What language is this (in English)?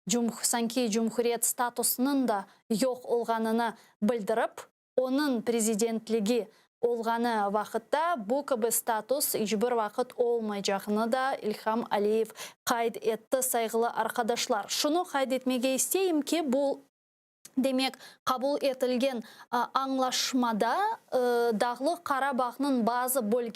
Crimean Tatar